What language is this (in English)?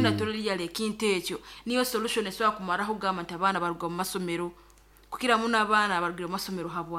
Nyankole